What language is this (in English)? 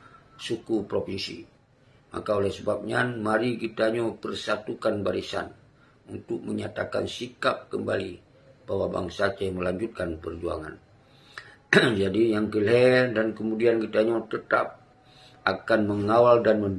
Achinese